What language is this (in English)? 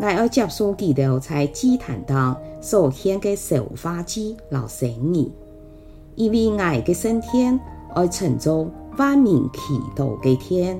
Hakka Chinese